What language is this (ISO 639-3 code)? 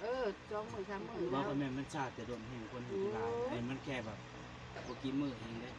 tts